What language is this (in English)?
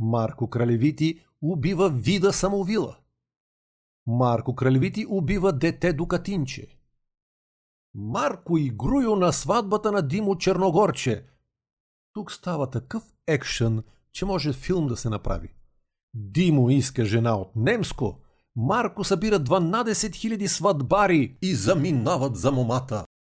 Bulgarian